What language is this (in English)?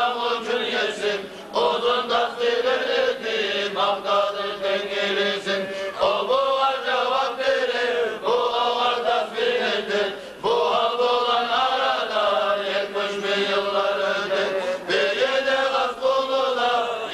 Kumyk